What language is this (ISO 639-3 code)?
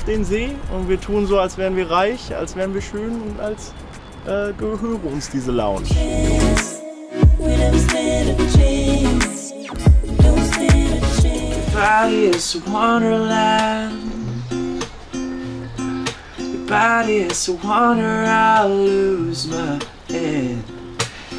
deu